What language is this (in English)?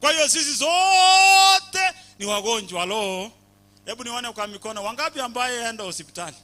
Gusii